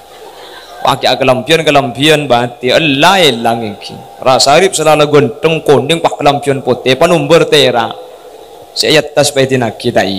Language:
Madurese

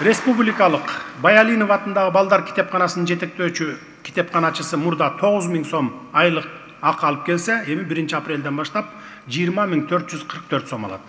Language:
Kyrgyz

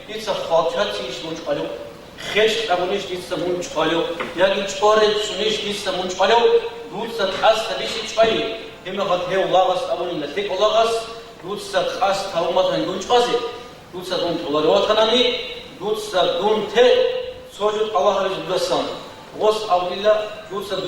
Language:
Avaric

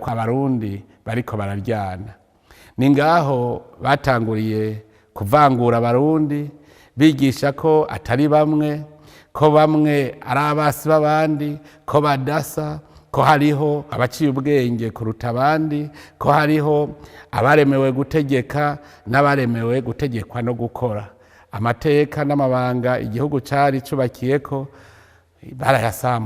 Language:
Rundi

